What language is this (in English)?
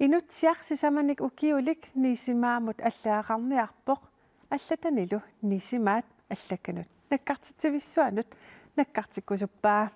Kalaallisut